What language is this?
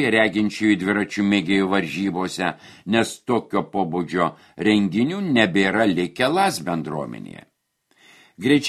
Lithuanian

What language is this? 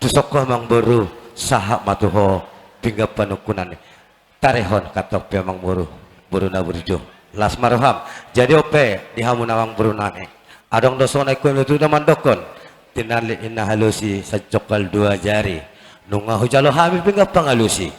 Batak Toba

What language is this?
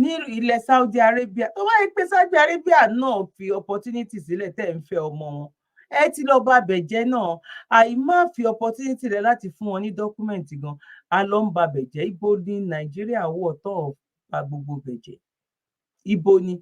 Yoruba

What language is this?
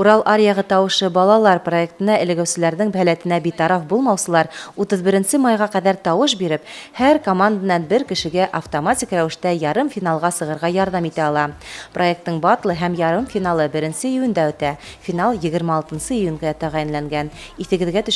Bashkir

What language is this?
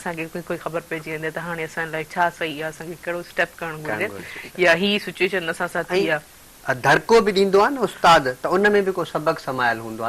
Sindhi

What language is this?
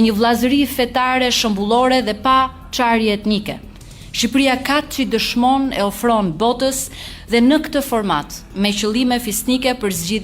Albanian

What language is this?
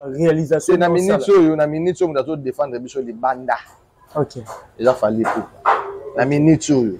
Lingala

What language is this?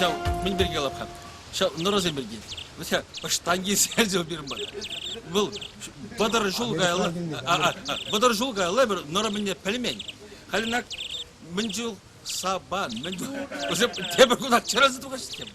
Chuvash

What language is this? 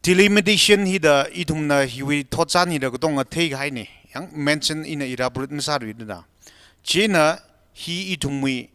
Tangkhul Naga (India)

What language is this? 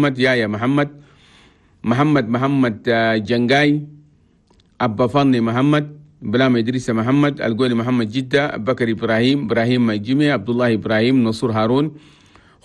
Chadian Arabic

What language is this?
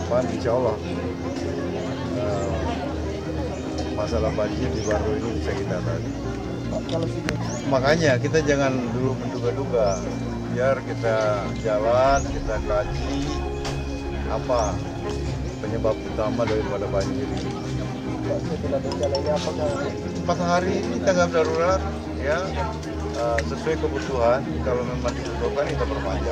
Indonesian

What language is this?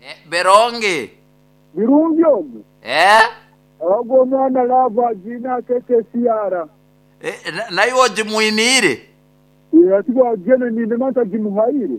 Nyoro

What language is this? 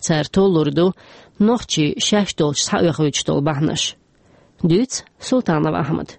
Chechen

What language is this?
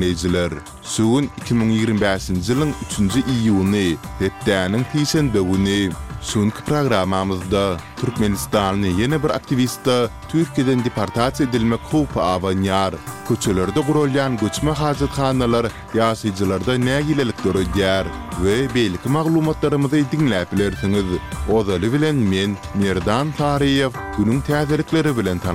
Turkmen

